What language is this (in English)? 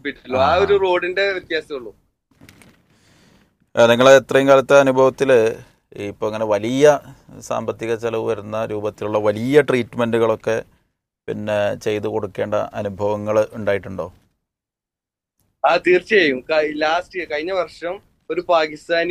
Malayalam